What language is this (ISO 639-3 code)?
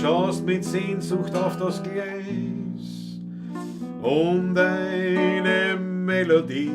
bar